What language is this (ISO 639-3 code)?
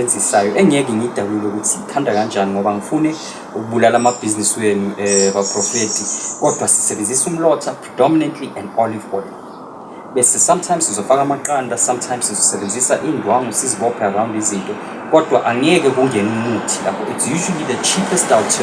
zul